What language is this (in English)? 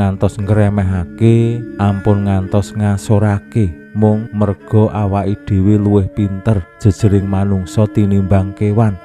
Javanese